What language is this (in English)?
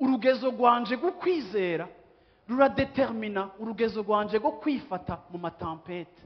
Rundi